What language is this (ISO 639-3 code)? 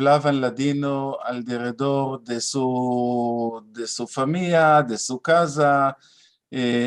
lad